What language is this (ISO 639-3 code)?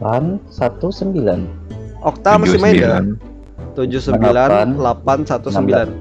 bjn